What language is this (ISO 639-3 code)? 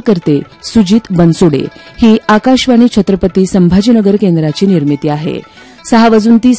mar